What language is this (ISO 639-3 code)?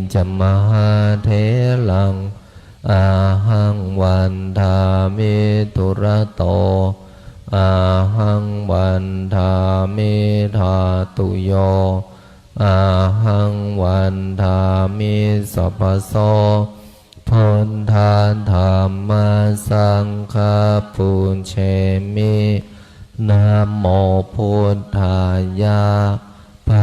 pli